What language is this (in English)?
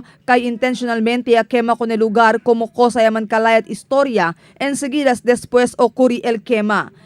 Chavacano